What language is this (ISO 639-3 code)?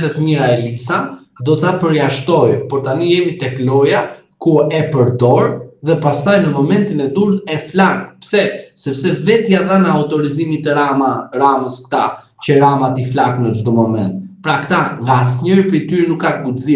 sqi